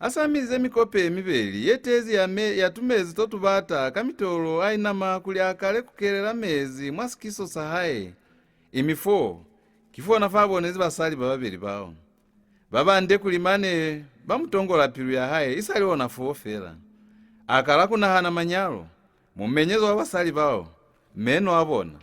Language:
Lozi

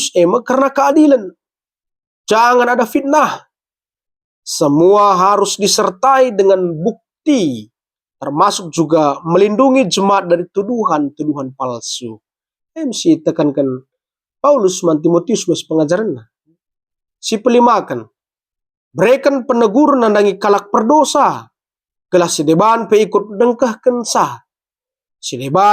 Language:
Batak Karo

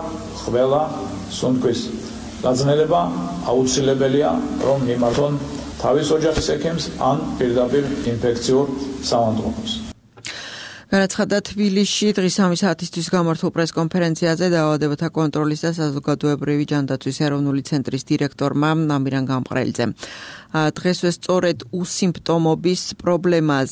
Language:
Georgian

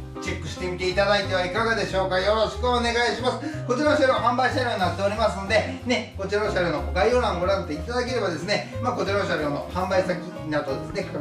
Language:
Japanese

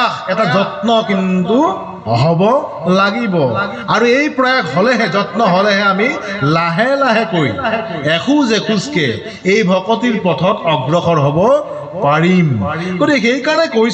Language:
Assamese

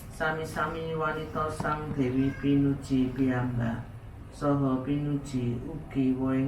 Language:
Javanese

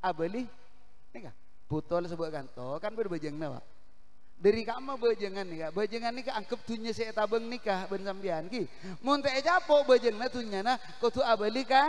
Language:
Madurese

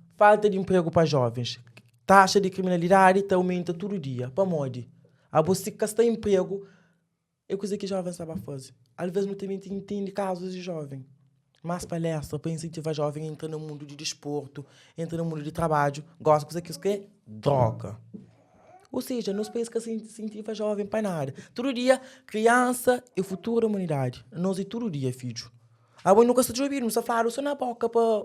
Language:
Kabuverdianu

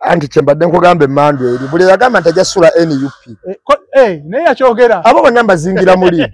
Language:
Ganda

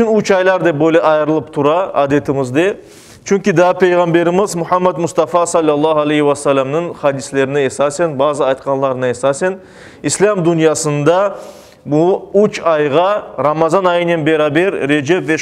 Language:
Crimean Tatar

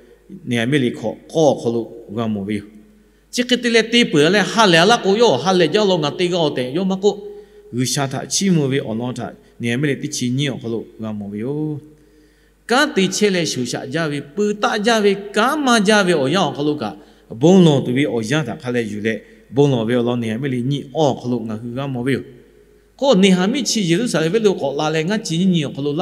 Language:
Lahu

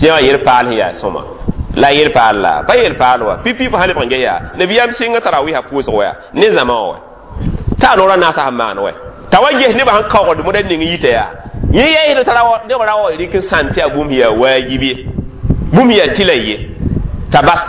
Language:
Mossi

